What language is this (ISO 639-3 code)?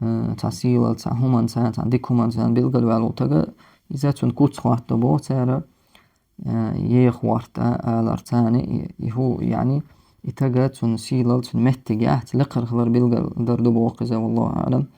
che